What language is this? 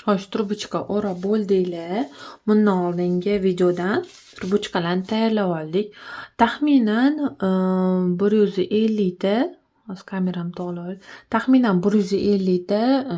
Uzbek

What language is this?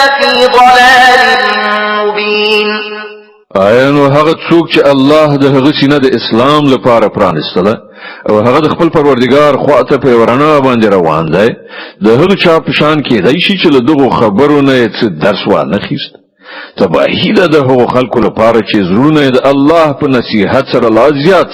Pashto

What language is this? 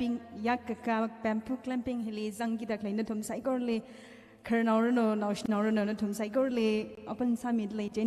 Tangkhul Naga (India)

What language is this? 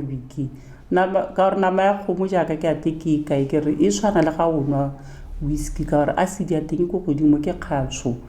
Tswana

